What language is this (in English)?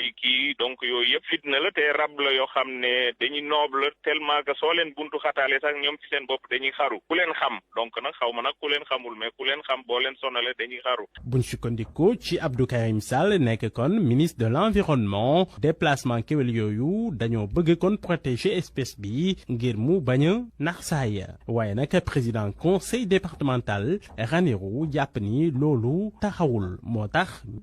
Wolof